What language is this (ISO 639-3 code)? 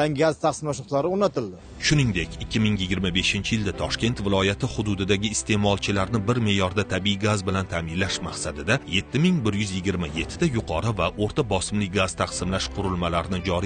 uzb